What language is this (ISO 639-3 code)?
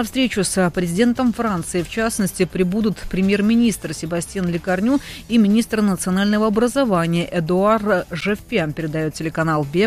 rus